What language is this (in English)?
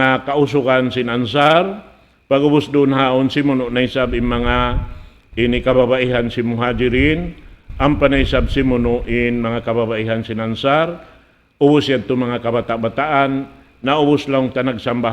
Tausug